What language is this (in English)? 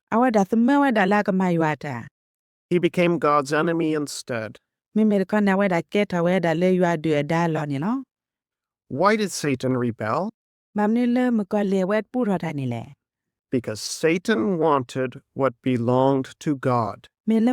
S'gaw Karen